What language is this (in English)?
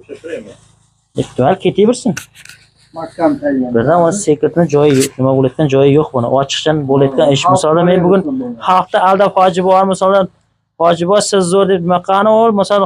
Uzbek